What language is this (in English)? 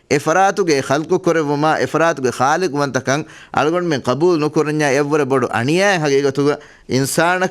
Divehi